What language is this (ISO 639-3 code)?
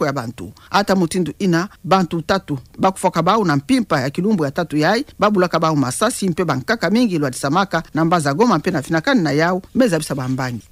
ktu